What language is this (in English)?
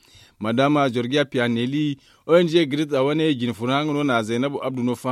Zarma